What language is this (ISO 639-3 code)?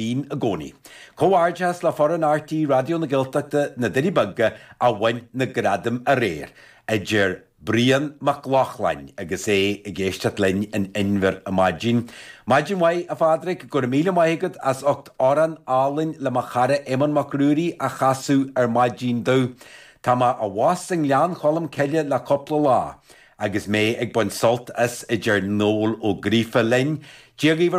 gle